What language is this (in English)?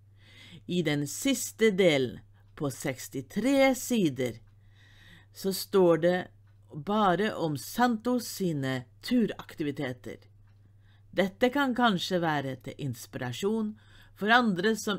Norwegian